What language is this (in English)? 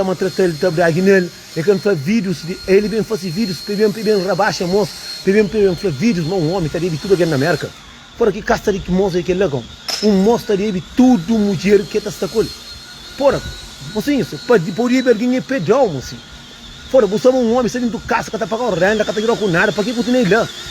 Kabuverdianu